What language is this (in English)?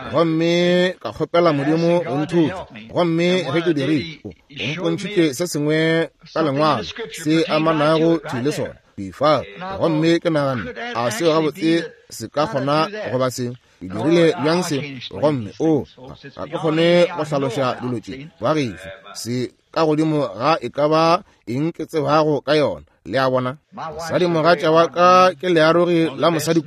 Northern Sotho